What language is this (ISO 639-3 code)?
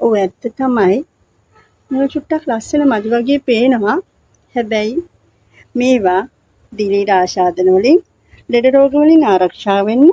sin